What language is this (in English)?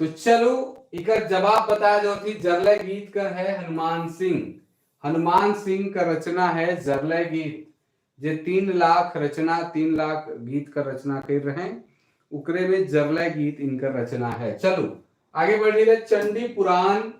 Sadri